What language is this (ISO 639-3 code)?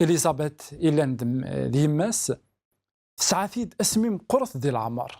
kab